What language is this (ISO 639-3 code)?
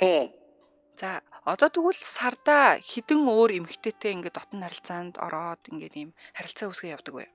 mon